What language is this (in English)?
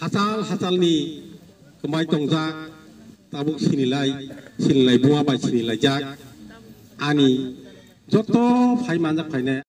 Kok Borok